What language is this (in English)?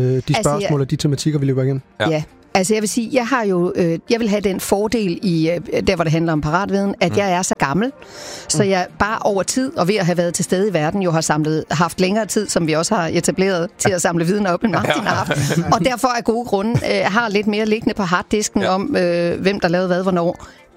Danish